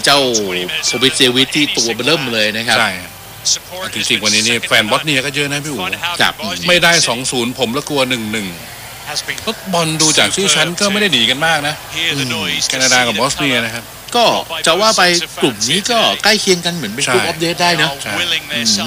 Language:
Thai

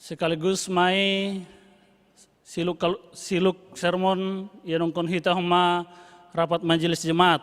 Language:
Batak Simalungun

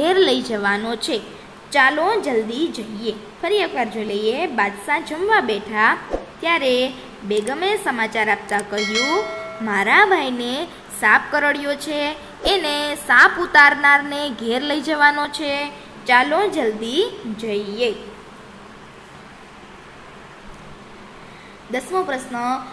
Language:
Gujarati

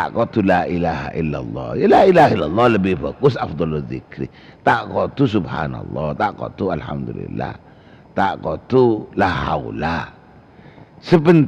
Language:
Madurese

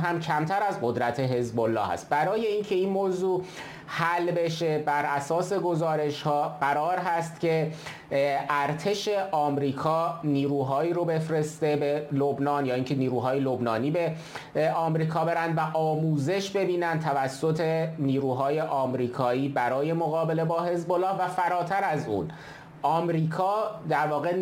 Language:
Persian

